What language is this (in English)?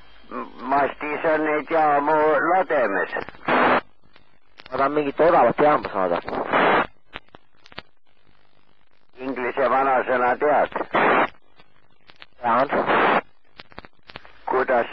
Estonian